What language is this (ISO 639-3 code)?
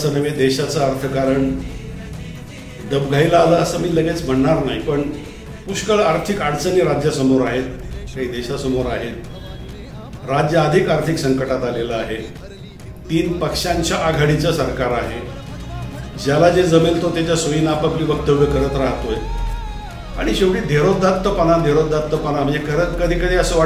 mar